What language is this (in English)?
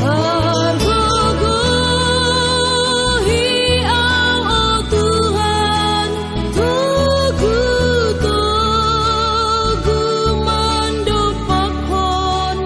Batak Simalungun